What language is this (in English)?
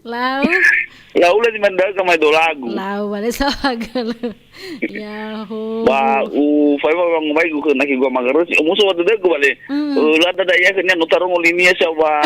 Nias